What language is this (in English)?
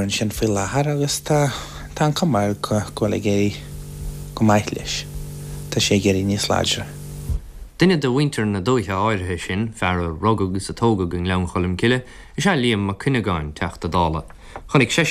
Irish